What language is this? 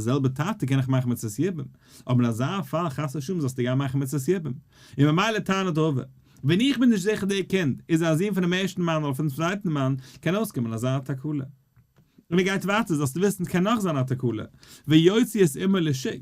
Yiddish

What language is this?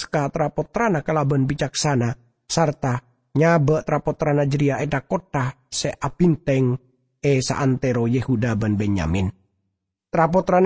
Madurese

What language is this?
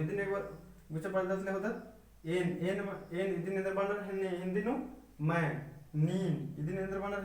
Kurukh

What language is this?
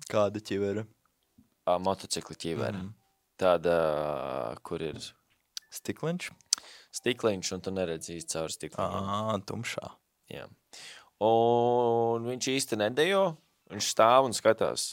Latvian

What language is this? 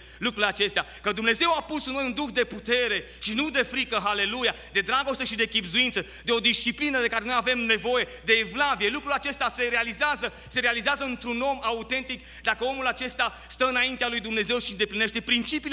Romanian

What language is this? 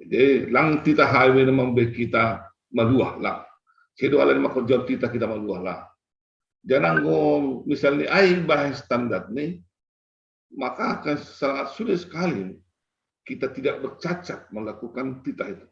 Batak Simalungun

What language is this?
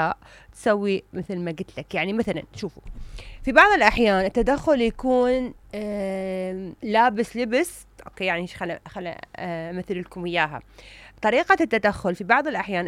Mesopotamian Arabic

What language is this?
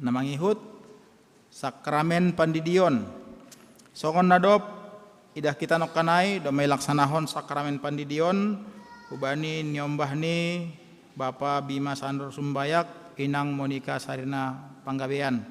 Batak Simalungun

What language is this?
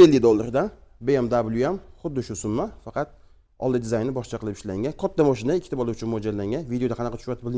Uzbek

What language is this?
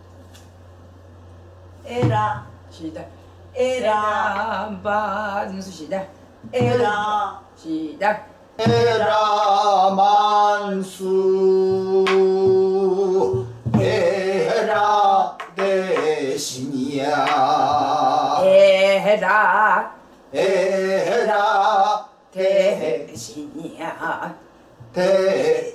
Korean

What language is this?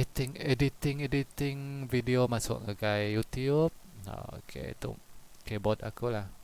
Iban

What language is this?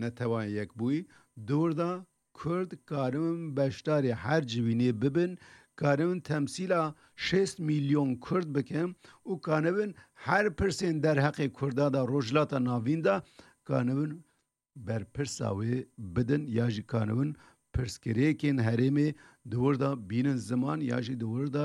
Kurdish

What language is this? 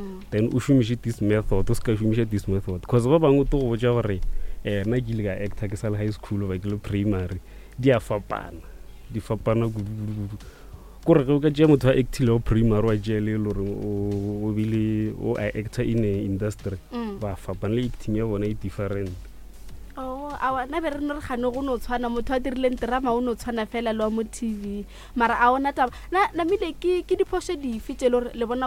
Northern Sotho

